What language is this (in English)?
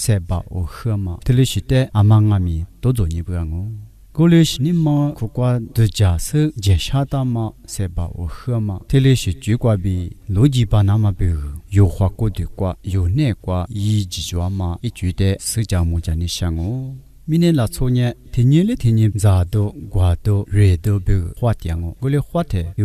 Lisu